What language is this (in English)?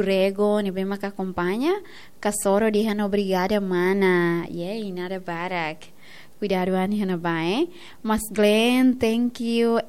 Tetum